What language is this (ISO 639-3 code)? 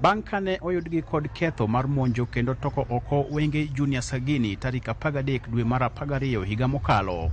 luo